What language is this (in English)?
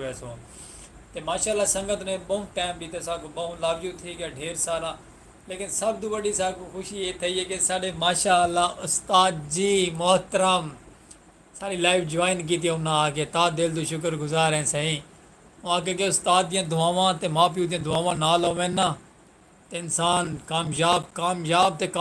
Saraiki